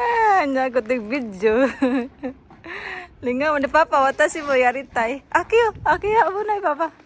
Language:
Cebuano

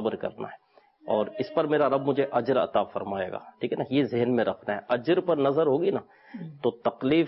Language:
Urdu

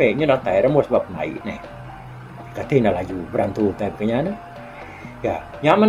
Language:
Iban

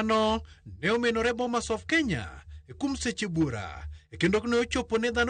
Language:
Luo (Kenya and Tanzania)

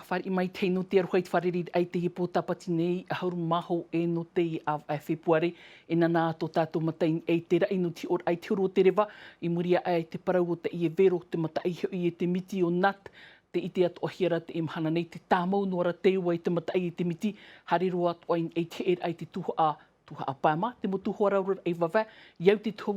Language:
Tahitian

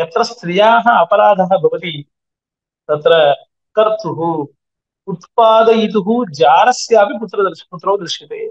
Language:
Sanskrit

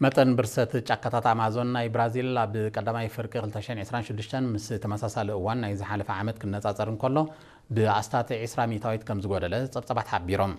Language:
Tigrinya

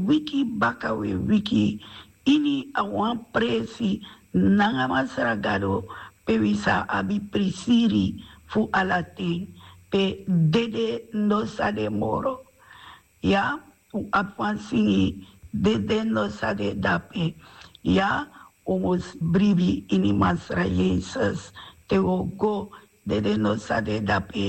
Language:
Sranan Tongo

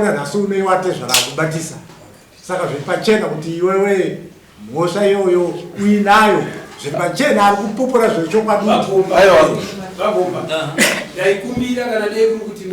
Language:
Shona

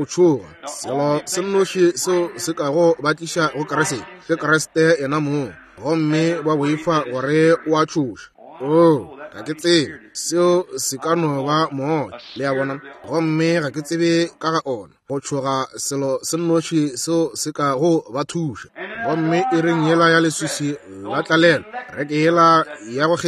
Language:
Northern Sotho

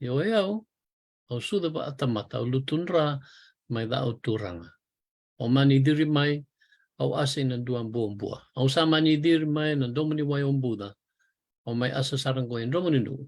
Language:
Fijian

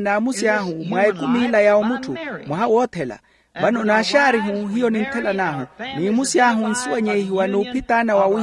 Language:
Makhuwa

